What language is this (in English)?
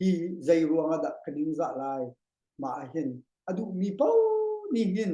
Hakha Chin